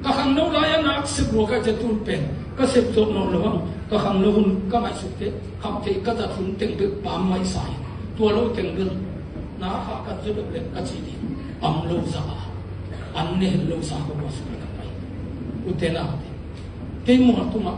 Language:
Tedim Chin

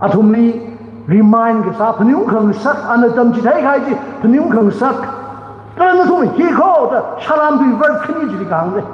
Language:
Tangkhul Naga (India)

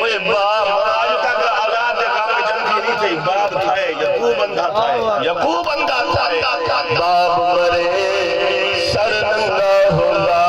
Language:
Saraiki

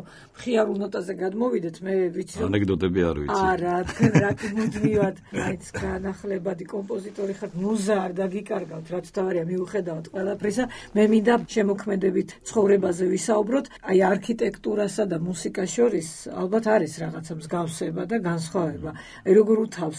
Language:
Georgian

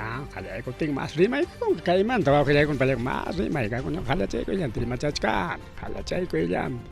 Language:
Ayacucho Quechua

